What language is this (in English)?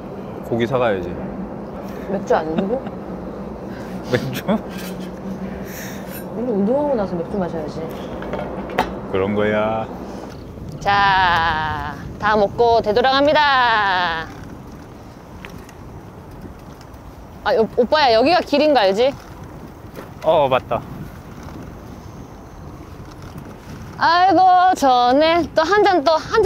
Korean